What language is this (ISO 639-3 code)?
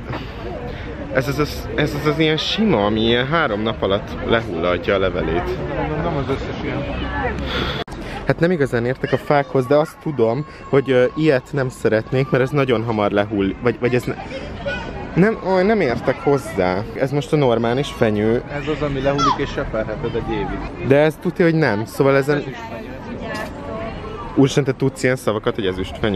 hun